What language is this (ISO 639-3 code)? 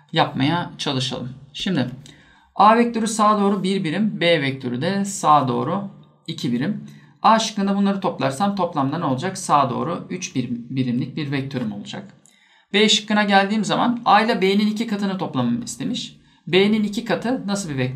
tur